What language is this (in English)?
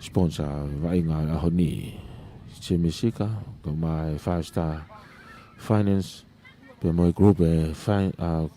Tongan